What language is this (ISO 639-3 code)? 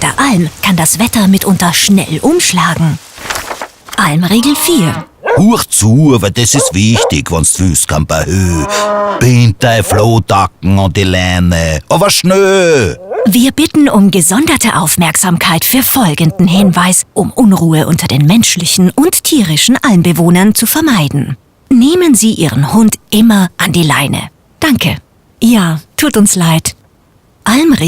bar